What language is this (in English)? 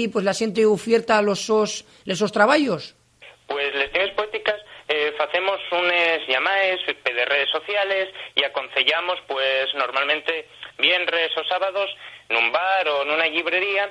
Asturian